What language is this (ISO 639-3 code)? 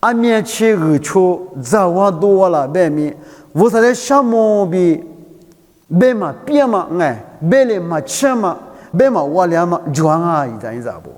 lis